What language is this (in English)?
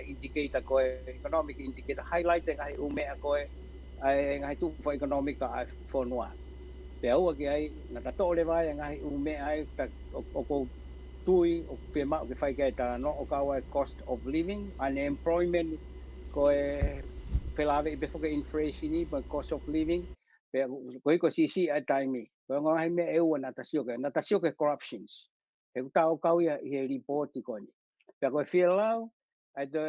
Tongan